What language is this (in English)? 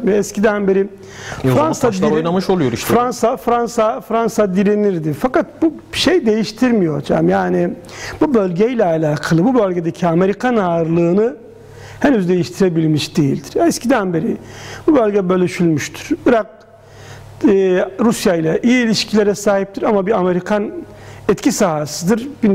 Turkish